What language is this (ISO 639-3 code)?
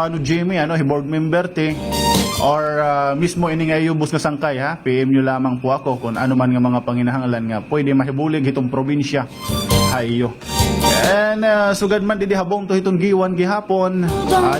war